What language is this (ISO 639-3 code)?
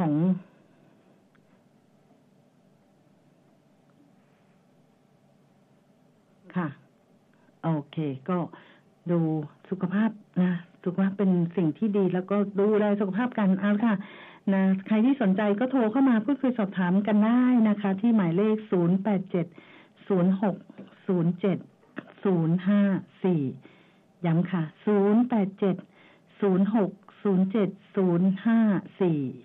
tha